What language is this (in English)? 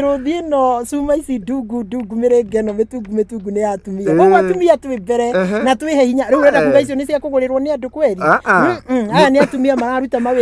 Kikuyu